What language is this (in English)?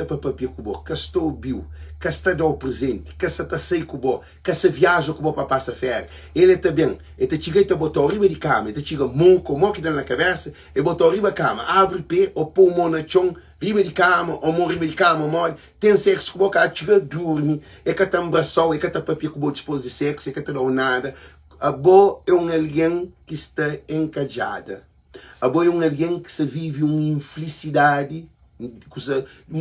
Kabuverdianu